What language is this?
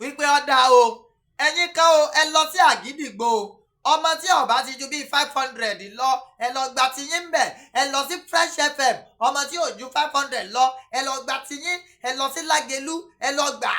Yoruba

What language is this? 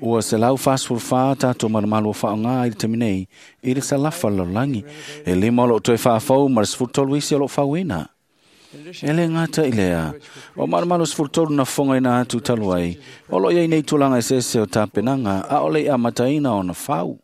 Samoan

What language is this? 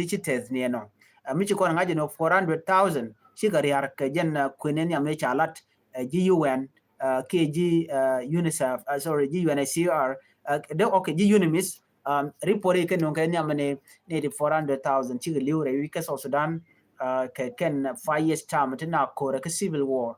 Nuer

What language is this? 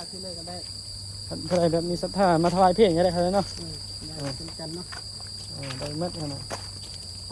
Northeastern Thai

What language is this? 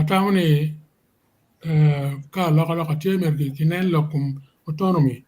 Acoli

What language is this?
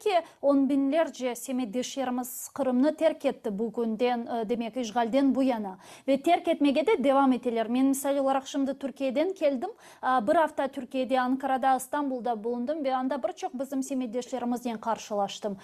Crimean Tatar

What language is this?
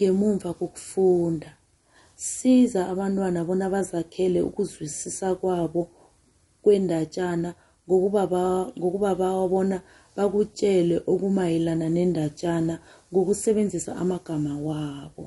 South Ndebele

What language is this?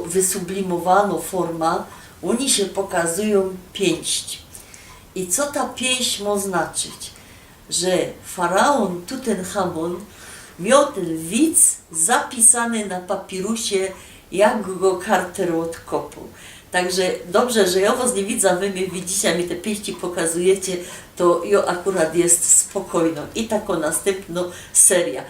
Silesian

